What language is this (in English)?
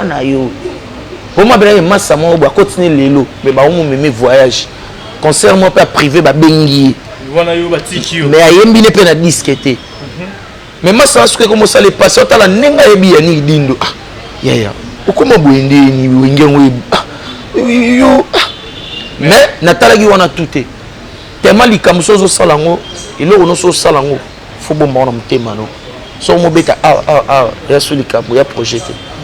Lingala